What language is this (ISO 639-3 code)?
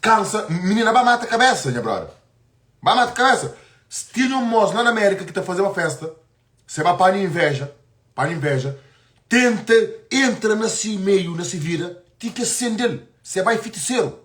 kea